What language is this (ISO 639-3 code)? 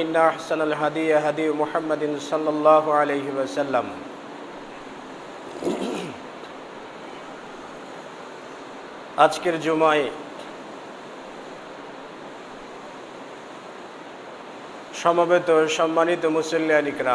ben